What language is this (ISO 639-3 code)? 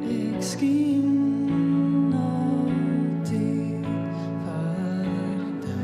fry